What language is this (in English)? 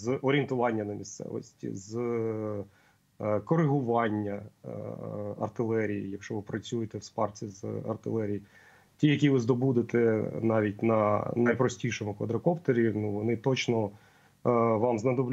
Ukrainian